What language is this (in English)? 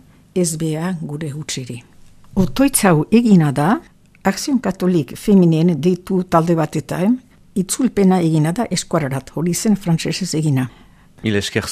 Basque